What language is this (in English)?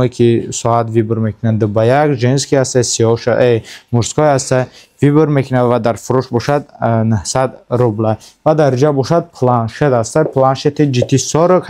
Tajik